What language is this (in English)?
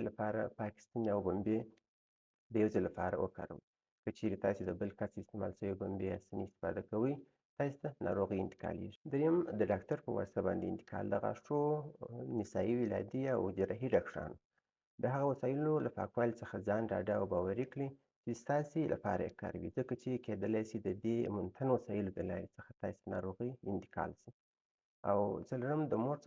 Pashto